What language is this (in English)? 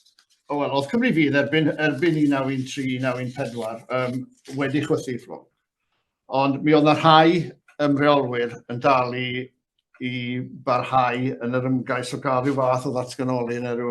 Welsh